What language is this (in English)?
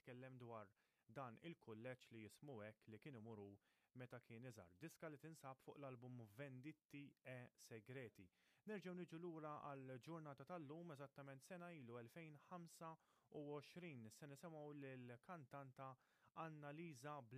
Maltese